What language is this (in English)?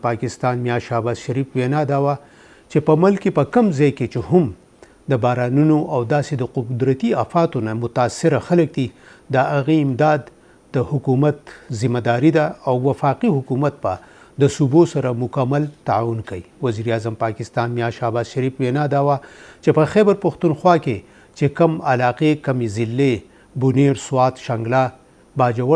Pashto